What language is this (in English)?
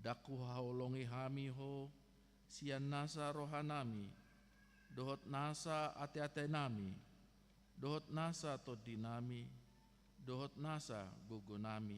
Batak Toba